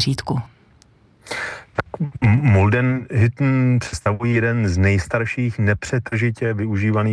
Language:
Czech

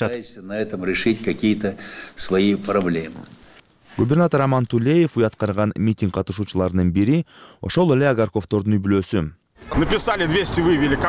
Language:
Kyrgyz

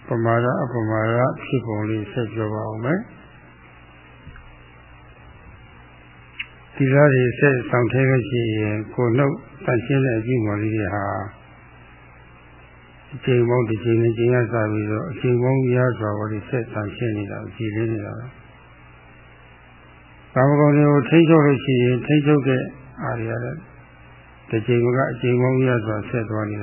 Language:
Burmese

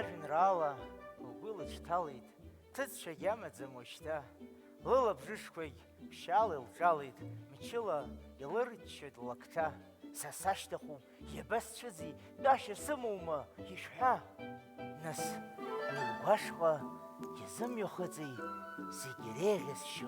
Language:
Abkhazian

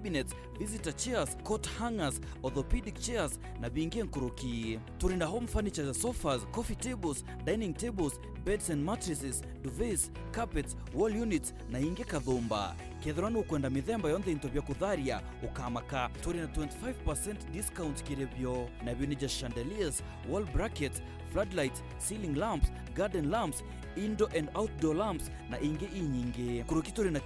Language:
Meru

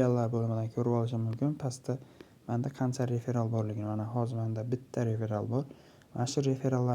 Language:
Uzbek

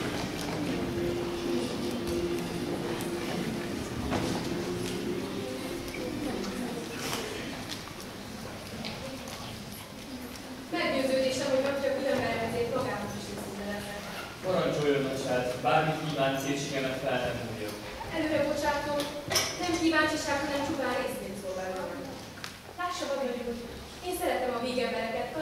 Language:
Hungarian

